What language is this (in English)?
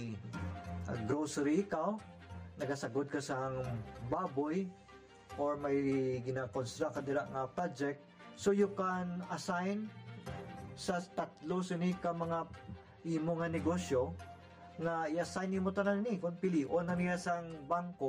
Hiligaynon